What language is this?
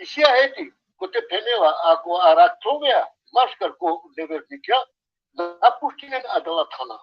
Balkan Romani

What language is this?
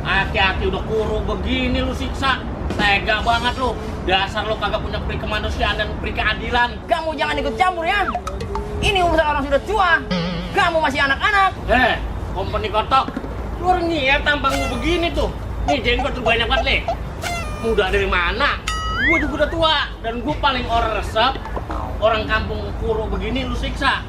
Betawi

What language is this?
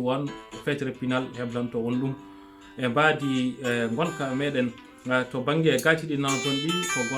Fula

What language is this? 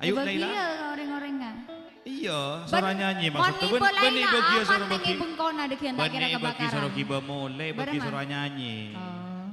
Madurese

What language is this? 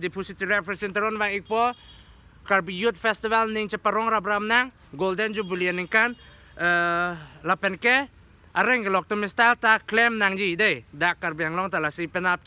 Karbi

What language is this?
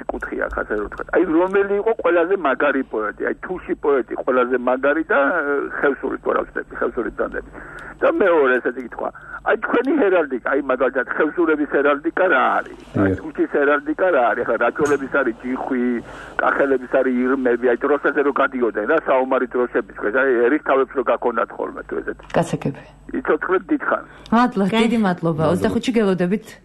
Georgian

